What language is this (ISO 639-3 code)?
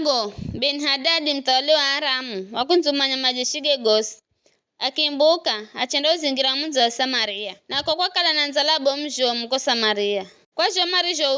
nyf